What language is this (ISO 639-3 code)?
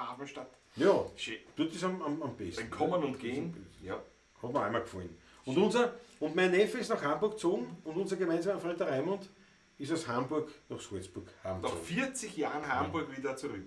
bar